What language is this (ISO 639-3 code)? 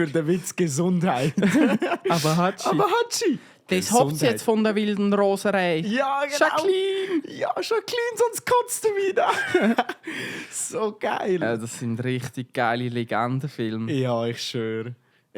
gsw